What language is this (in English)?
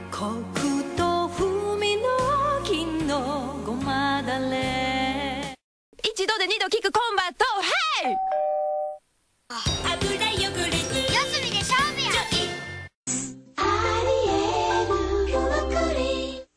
Japanese